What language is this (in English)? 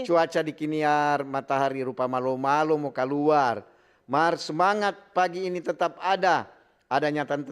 Manado Malay